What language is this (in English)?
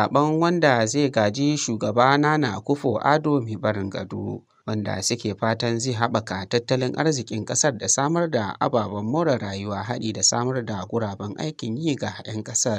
Hausa